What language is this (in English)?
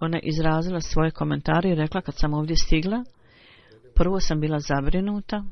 Bosnian